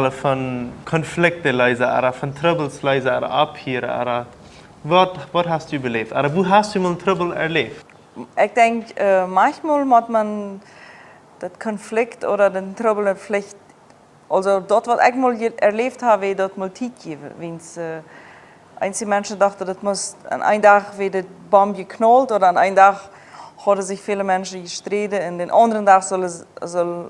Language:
Plautdietsch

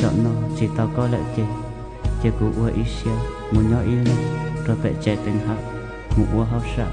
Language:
Hmong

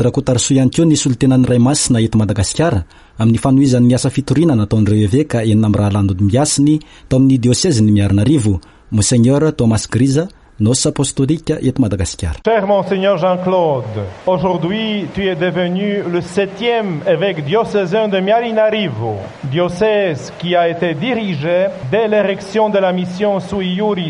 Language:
Malagasy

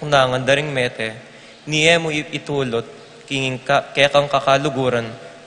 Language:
Pampanga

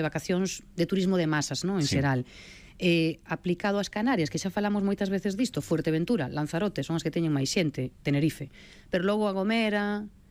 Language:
Galician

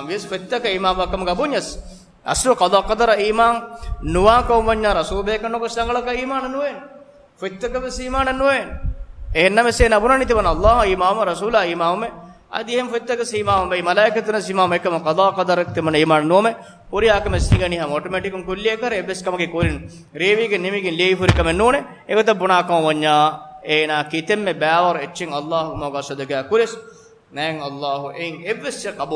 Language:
Divehi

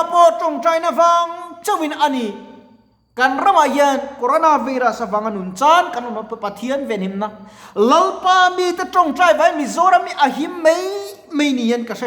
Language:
Mizo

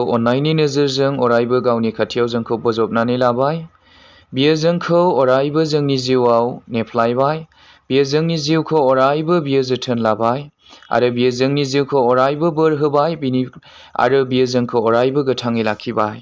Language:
Bodo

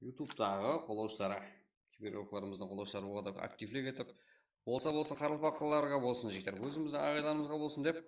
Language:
Kara-Kalpak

